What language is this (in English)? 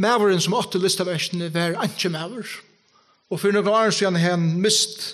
Faroese